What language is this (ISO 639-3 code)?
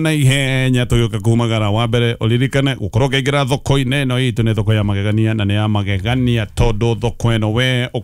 kik